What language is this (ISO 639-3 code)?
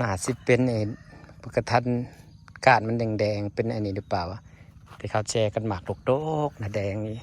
tts